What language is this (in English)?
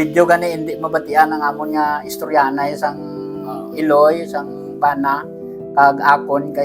Hiligaynon